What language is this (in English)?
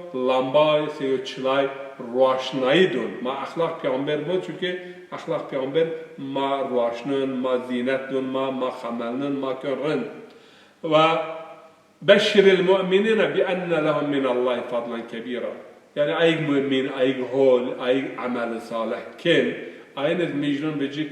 Zaza